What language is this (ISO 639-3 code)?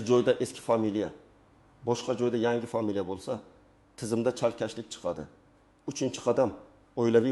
uzb